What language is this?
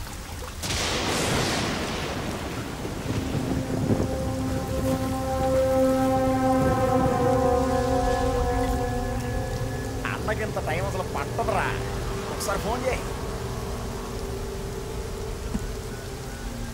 Telugu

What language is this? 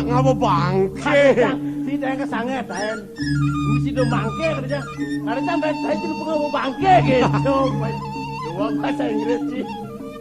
Balinese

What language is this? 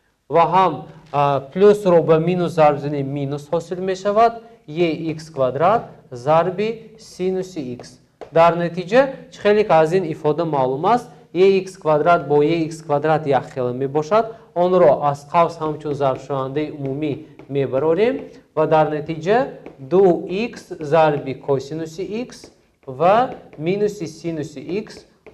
Tajik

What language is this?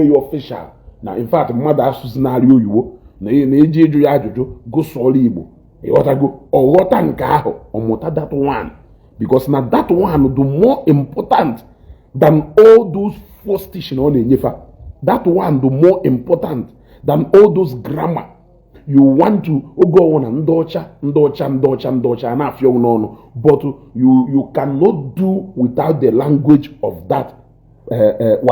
Igbo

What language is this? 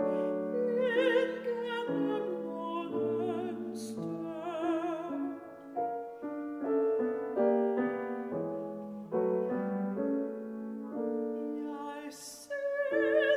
Danish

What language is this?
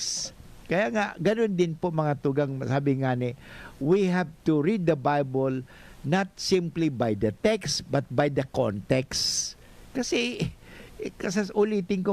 Bikol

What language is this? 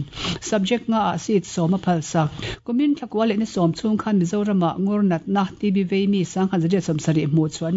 Mizo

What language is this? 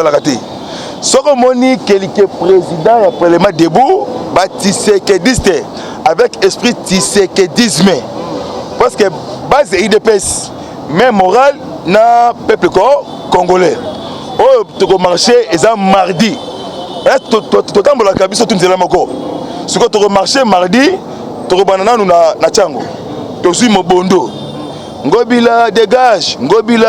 Lingala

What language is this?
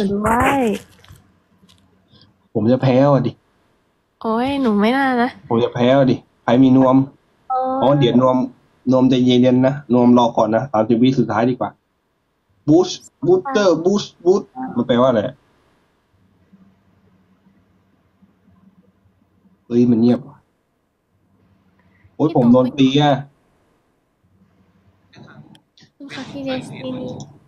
Thai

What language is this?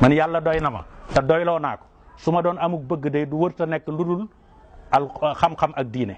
Wolof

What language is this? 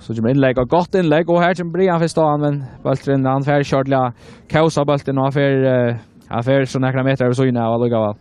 Faroese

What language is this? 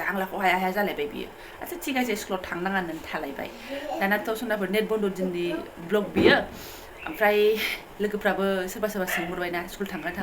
Bodo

